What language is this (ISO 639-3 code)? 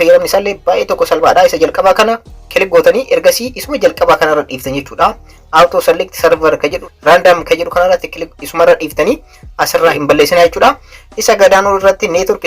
orm